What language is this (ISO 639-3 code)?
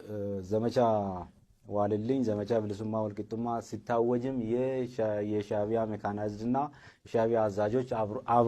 amh